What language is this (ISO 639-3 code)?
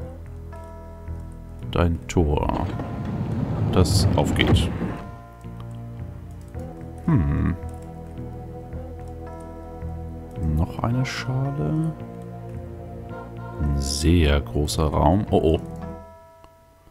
deu